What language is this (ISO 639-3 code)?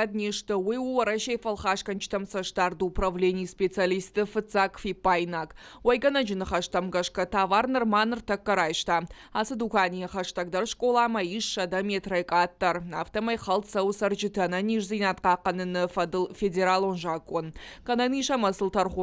oss